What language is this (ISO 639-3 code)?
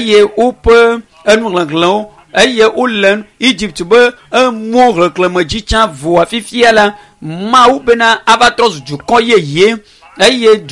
ewe